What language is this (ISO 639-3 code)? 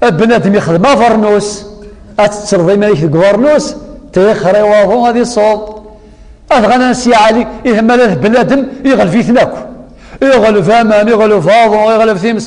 kab